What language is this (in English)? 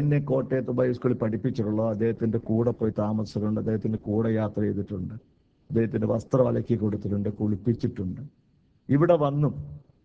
Malayalam